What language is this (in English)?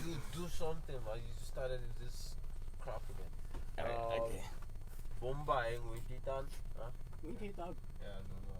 Achinese